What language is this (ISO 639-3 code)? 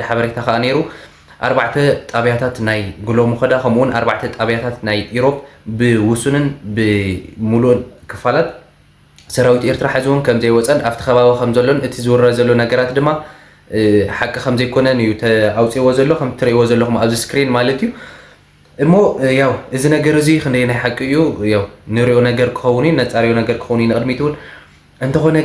tir